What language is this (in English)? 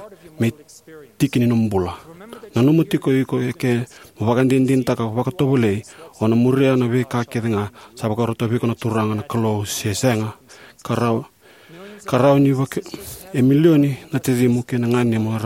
Fijian